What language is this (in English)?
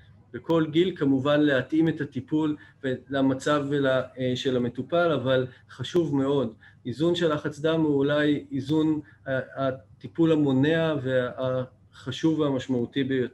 Hebrew